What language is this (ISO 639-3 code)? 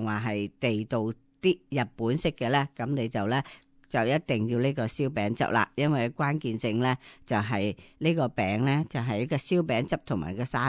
yue